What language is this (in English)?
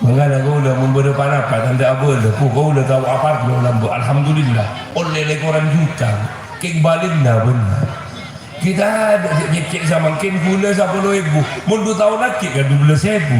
Madurese